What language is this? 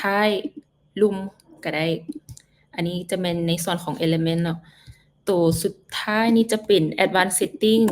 Lao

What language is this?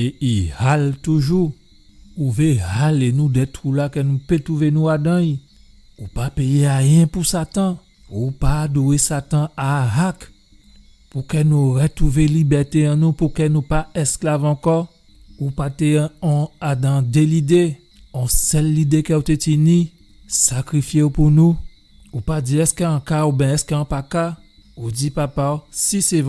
Guadeloupean Creole French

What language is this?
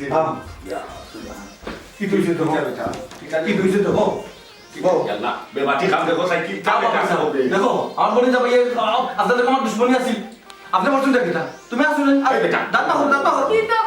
Sylheti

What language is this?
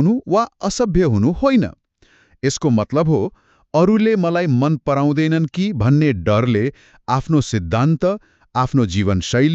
Nepali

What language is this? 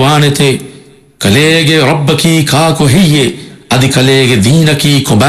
Divehi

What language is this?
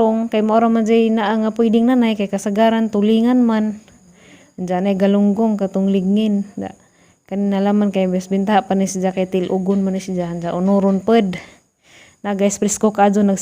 Cebuano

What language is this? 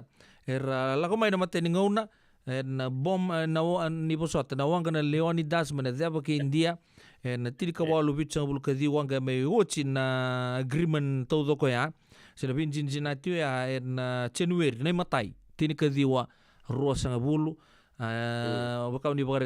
Fijian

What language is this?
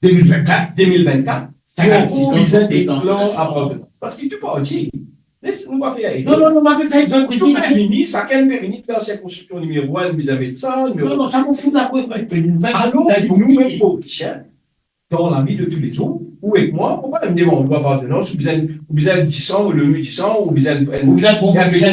Morisyen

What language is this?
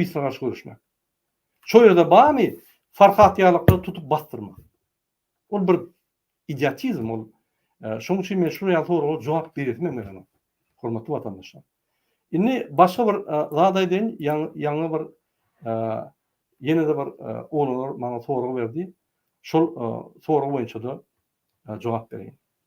Turkmen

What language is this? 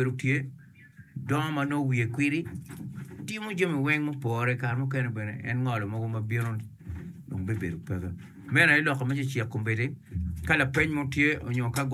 Acoli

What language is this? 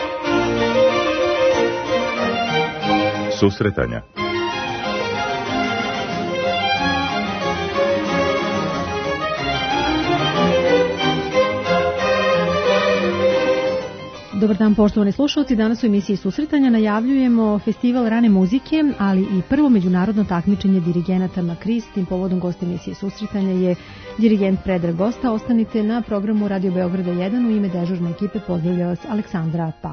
Serbian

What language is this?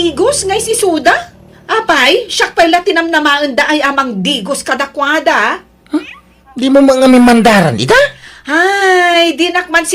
Iloko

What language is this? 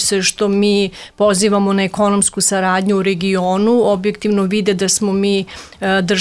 Serbian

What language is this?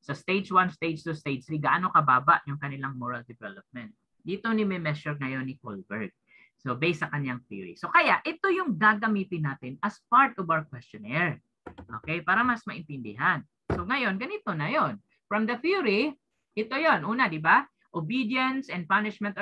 Filipino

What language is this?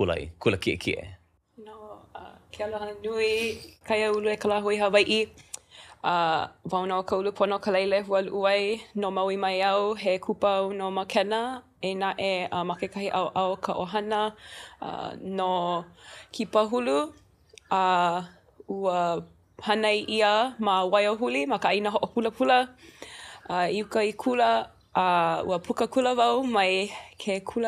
Hawaiian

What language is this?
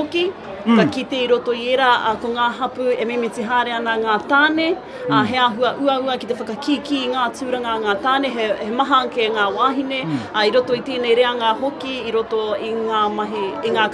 Māori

